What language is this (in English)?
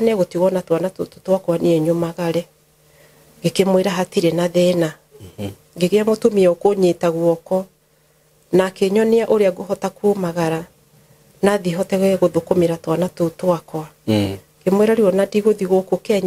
Kikuyu